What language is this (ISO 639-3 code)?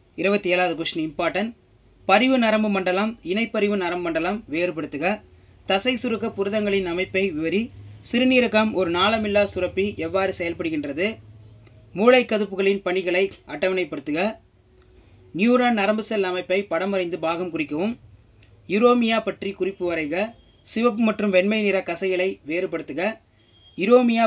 tam